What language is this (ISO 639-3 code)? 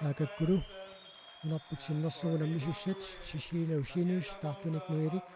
kal